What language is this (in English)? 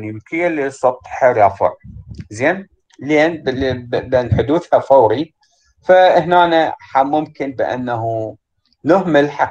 Arabic